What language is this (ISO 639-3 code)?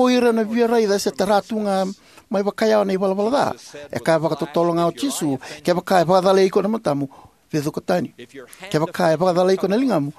fij